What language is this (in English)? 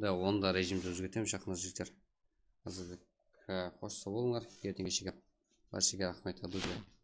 Kara-Kalpak